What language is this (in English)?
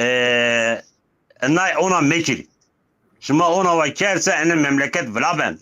Zaza